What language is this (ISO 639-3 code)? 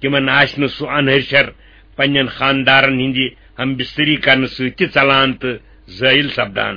kas